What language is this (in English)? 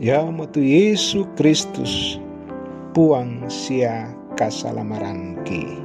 Toraja-Sa'dan